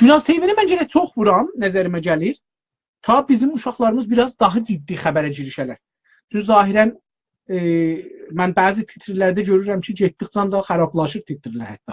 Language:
South Azerbaijani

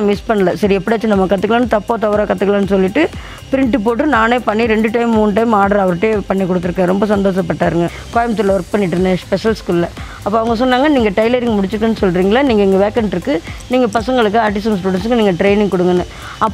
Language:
Tamil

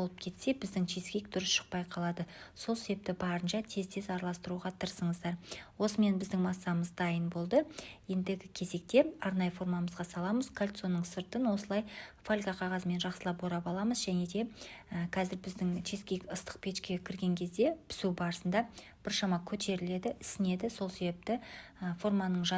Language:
Kazakh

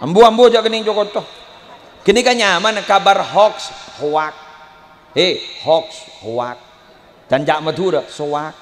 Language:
Madurese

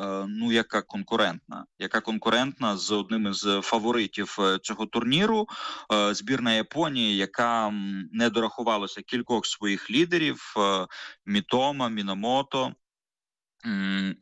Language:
Ukrainian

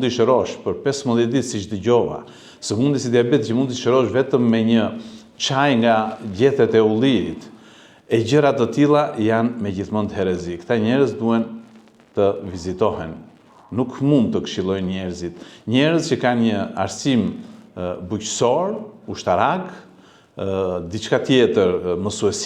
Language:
Albanian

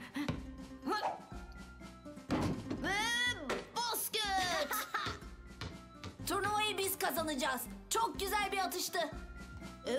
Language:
Turkish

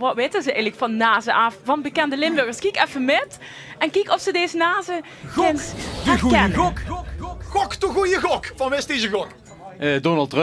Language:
Limburgish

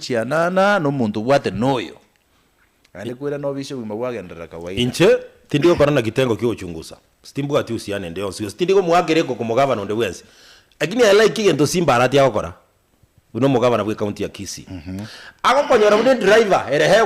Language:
Gusii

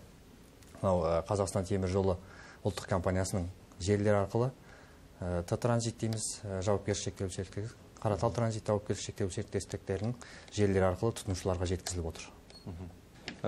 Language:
Kazakh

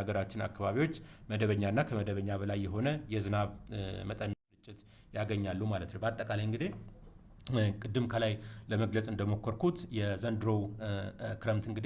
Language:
Amharic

